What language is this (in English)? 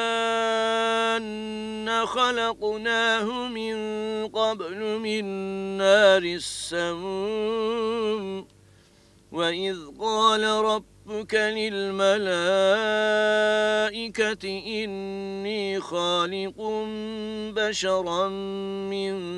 Arabic